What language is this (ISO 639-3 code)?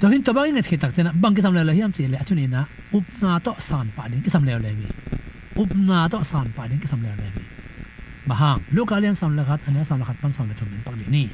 ctd